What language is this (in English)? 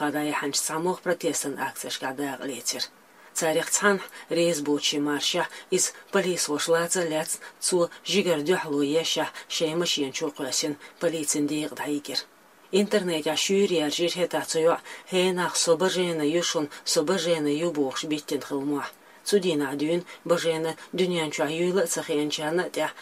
Chechen